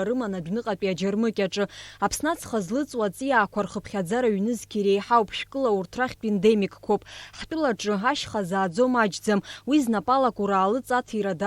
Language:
Abkhazian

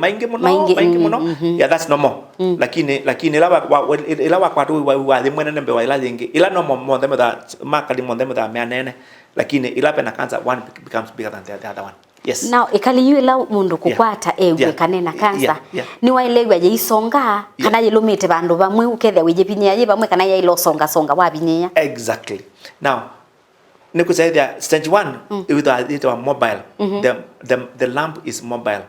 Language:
Kamba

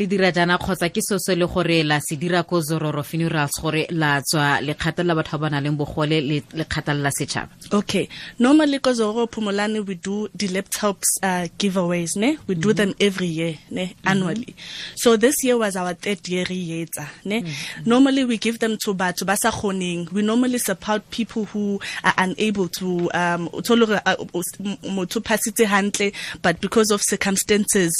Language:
Tswana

